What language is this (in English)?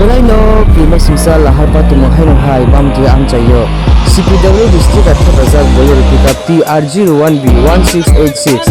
Kok Borok